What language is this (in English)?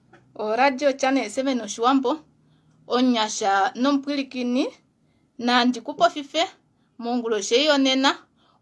Kuanyama